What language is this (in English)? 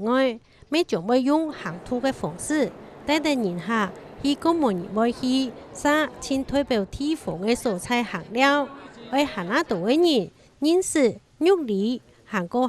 Hakka Chinese